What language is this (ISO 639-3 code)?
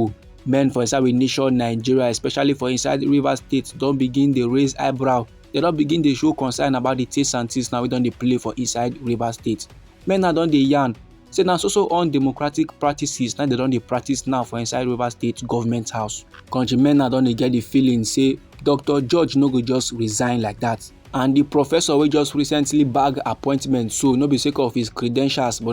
pcm